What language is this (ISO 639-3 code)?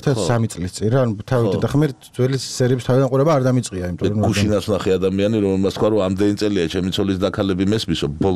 kat